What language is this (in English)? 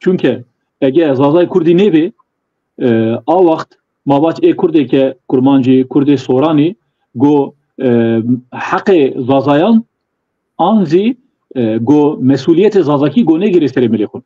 Zaza